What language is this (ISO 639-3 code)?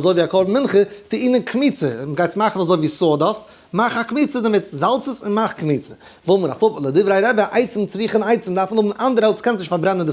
yid